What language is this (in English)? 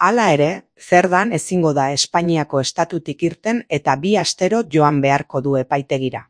Basque